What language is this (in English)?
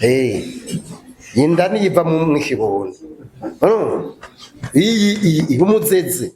Rundi